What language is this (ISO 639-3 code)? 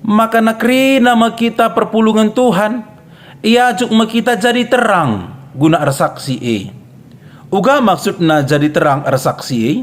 btx